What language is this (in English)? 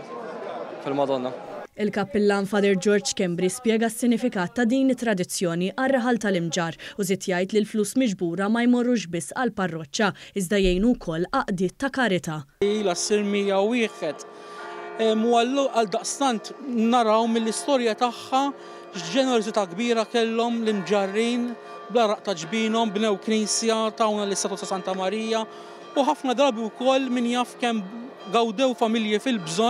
Maltese